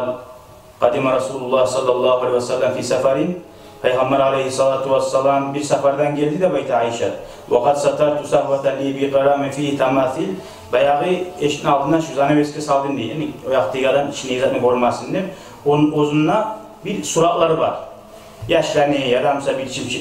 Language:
Kumyk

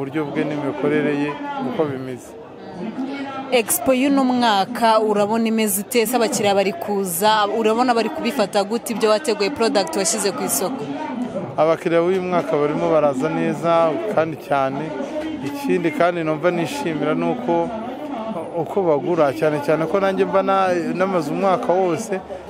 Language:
Kinyarwanda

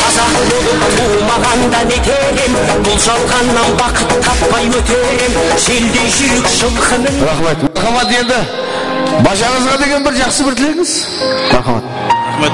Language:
Kara-Kalpak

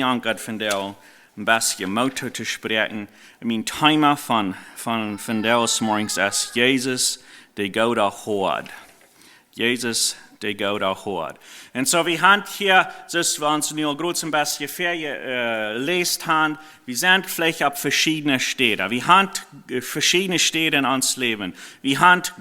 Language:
Plautdietsch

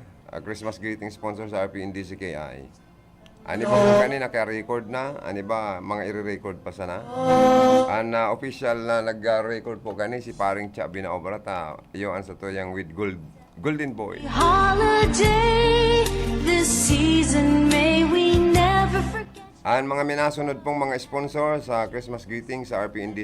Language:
Bikol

